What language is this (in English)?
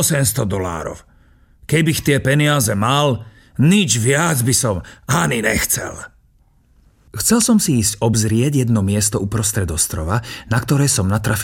Slovak